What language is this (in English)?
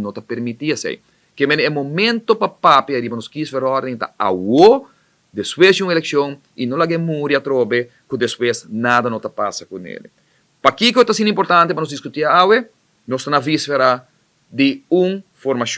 Papiamento